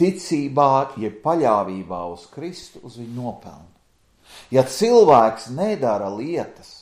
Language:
Latvian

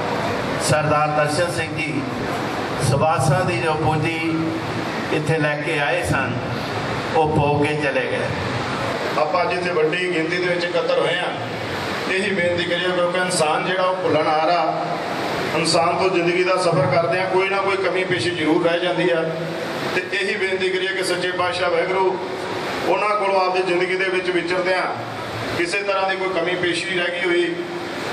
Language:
Punjabi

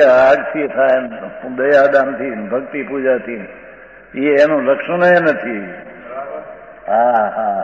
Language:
Gujarati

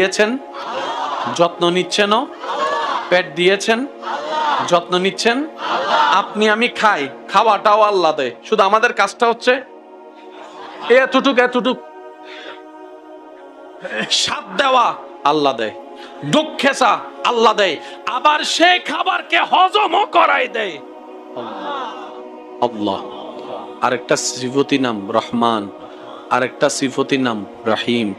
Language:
Bangla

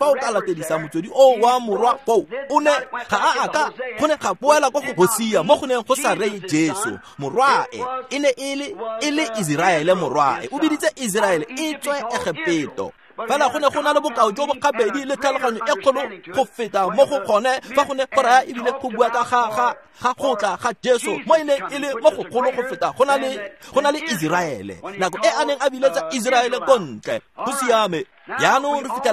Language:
Tswana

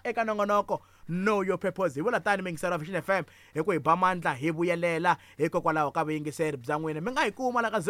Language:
Tsonga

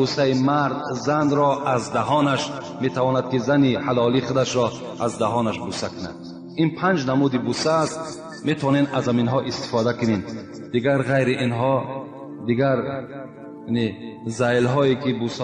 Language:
Tajik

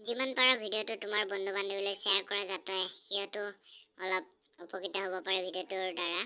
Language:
Assamese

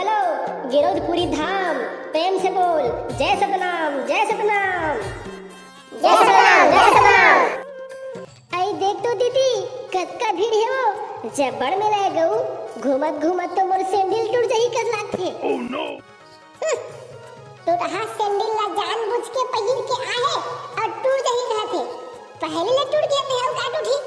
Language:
Chhattisgarhi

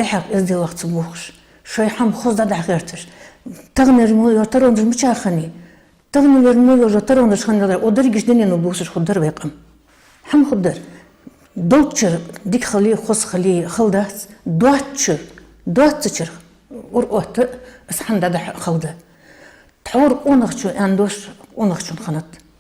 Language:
Ingush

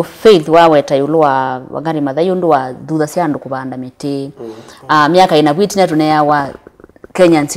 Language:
Kamba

